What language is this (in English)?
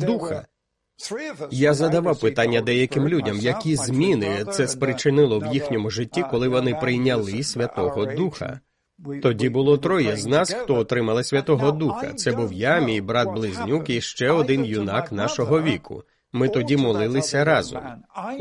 Ukrainian